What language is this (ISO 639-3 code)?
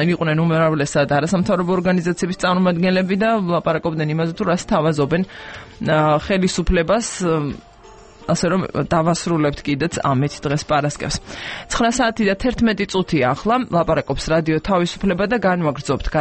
kat